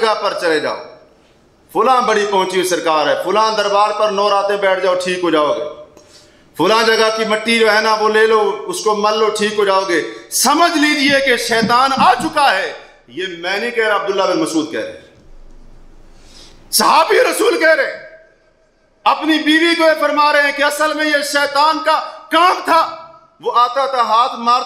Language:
Urdu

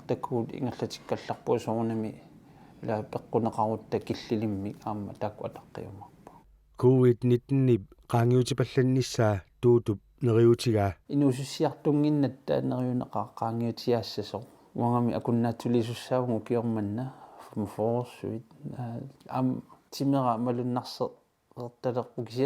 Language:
Kalaallisut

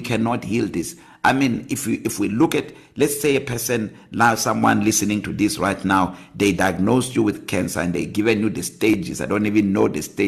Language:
English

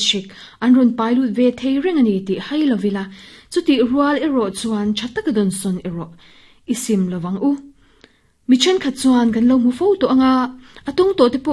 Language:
Mizo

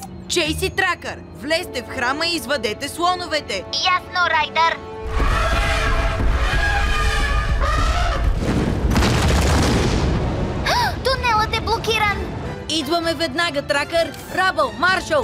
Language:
Bulgarian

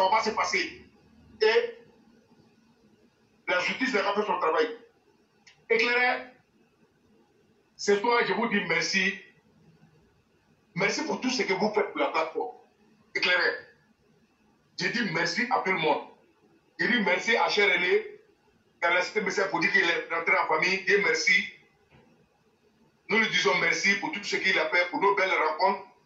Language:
French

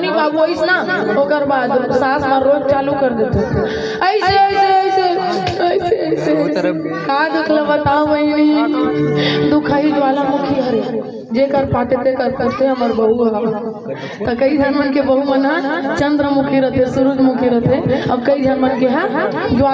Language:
Chhattisgarhi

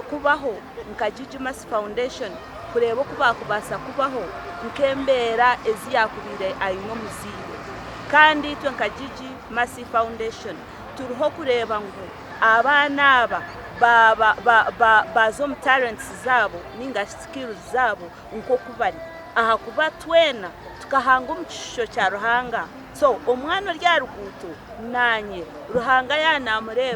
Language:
Nyankole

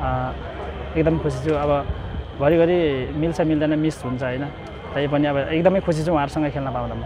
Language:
Nepali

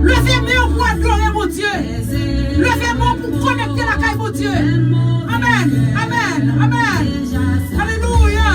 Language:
Haitian Creole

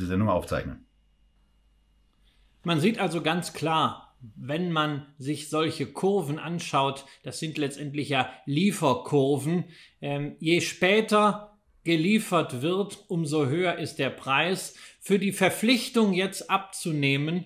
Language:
German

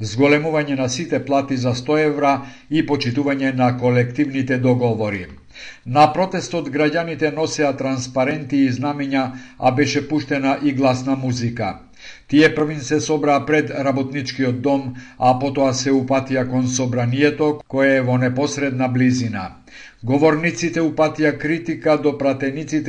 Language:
Macedonian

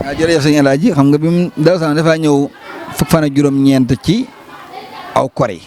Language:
Wolof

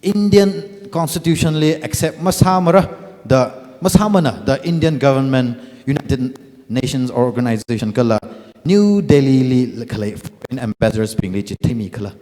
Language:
Tangkhul Naga (India)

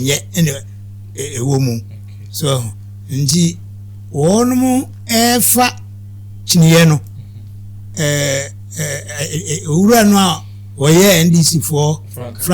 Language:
Akan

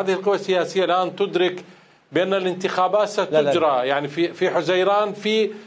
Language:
Mesopotamian Arabic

